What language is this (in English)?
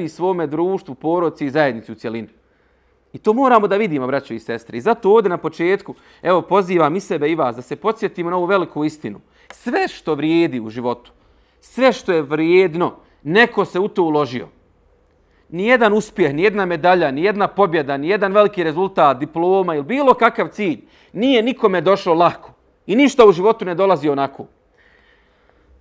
Bosnian